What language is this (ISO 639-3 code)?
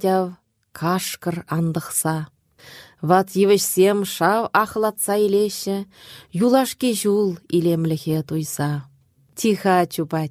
chv